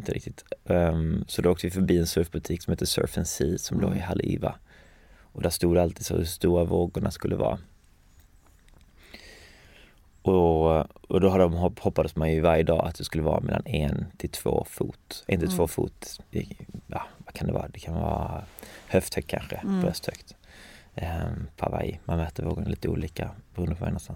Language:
Swedish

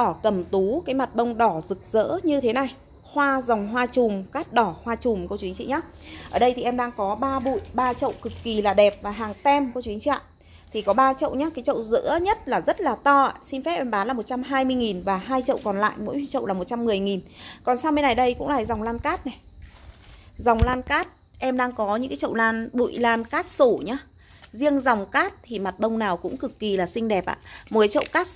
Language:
Vietnamese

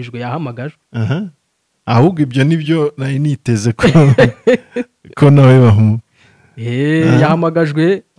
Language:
Kinyarwanda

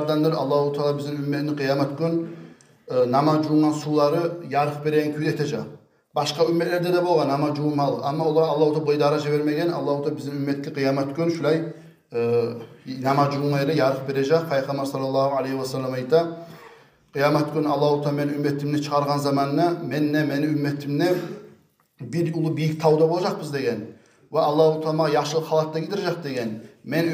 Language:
Kumyk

